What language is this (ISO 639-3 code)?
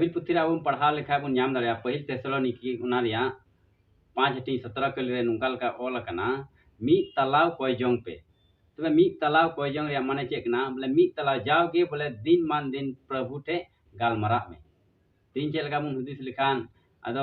sat